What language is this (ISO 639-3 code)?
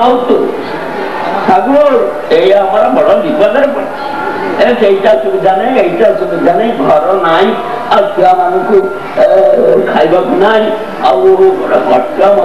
ori